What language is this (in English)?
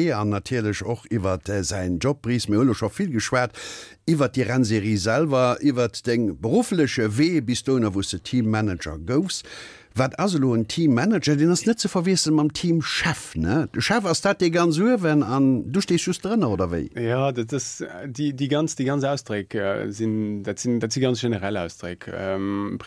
Luxembourgish